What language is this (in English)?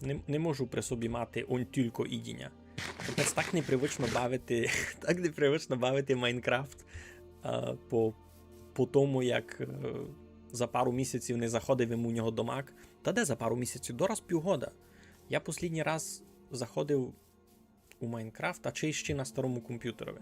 Rusyn